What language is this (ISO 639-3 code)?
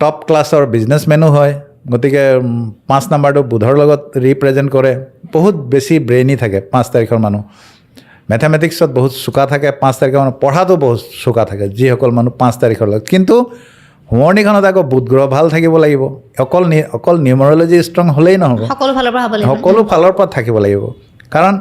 asm